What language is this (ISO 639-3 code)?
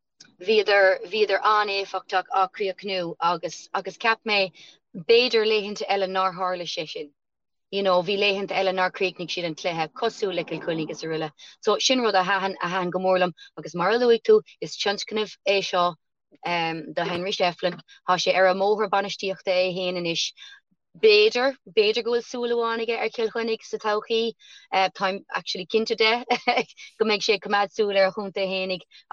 gle